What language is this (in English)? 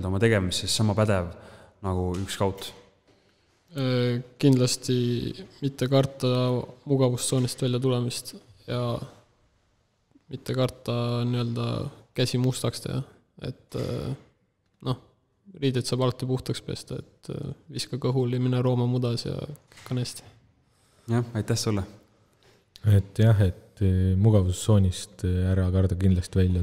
Estonian